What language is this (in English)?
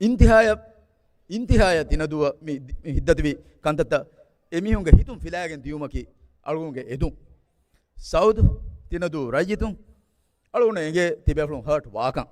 Divehi